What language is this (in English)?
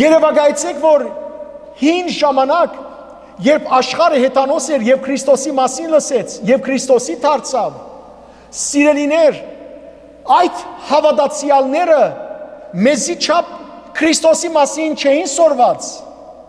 Western Armenian